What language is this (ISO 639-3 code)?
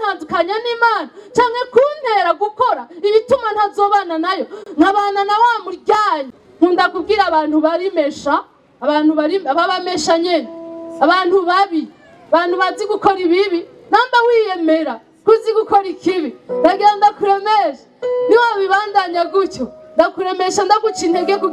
run